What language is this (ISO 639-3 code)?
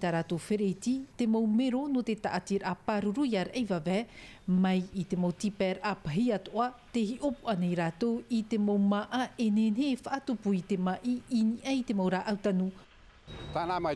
tah